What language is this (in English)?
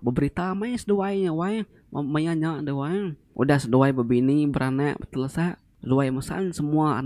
Iban